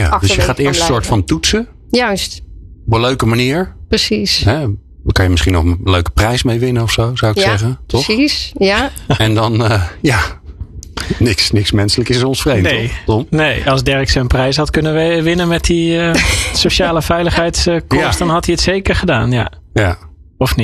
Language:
Dutch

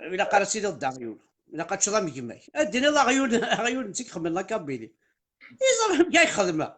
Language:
Kabyle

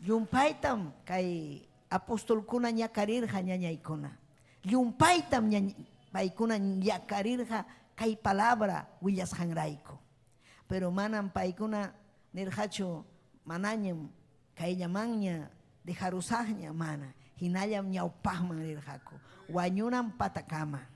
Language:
Ayacucho Quechua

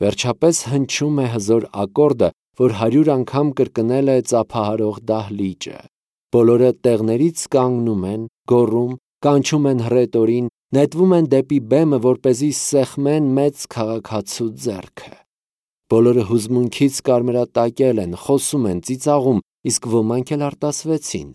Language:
Armenian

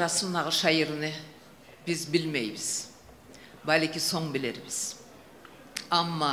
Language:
Kumyk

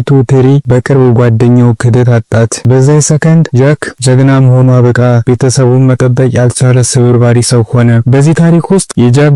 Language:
Amharic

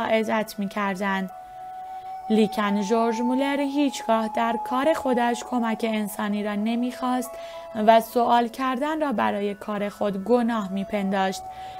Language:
Persian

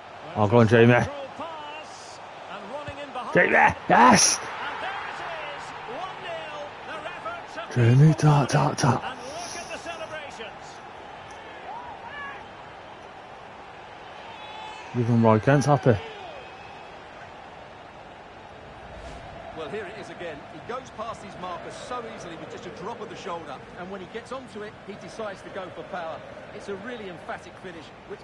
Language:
English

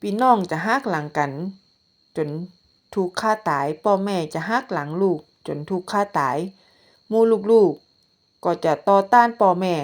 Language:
Northern Thai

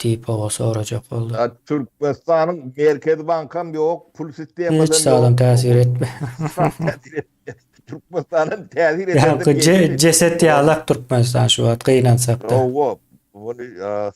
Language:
Turkmen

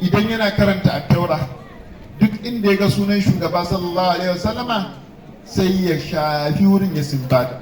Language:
Hausa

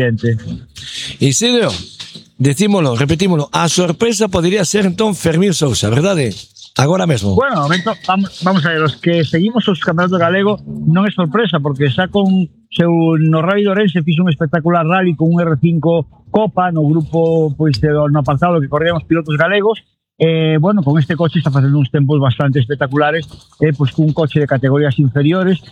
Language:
Galician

